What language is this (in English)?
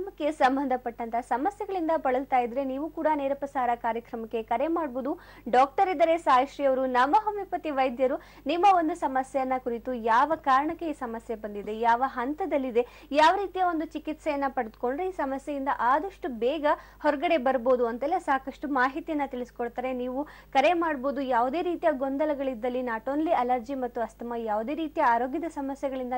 Kannada